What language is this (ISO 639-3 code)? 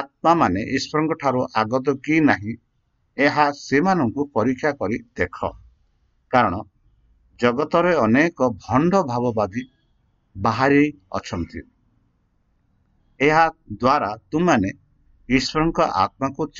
ori